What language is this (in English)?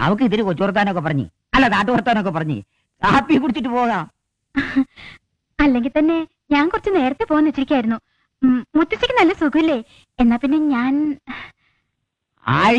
Malayalam